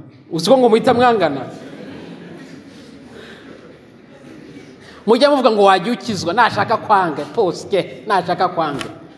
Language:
Kinyarwanda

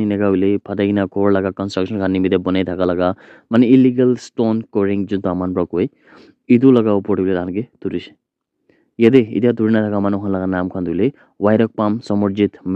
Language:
Naga Pidgin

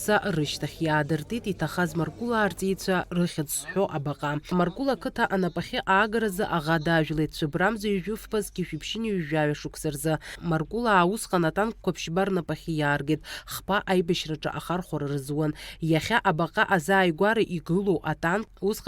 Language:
Abkhazian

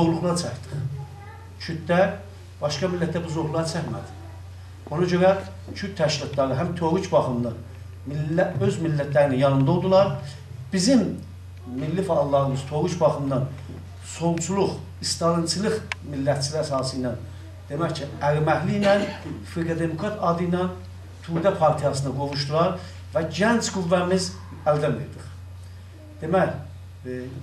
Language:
South Azerbaijani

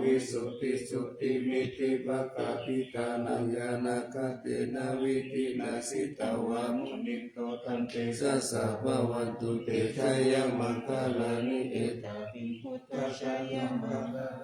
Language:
Pali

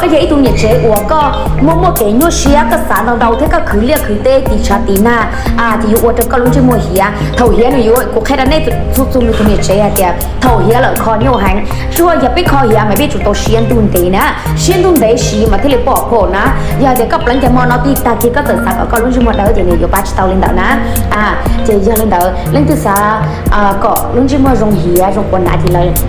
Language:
Hmong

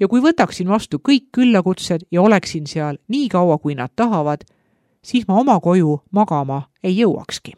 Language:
Estonian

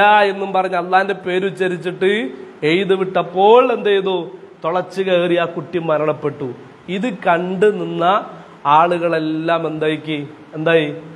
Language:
Malayalam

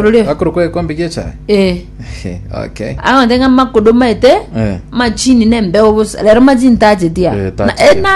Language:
Gusii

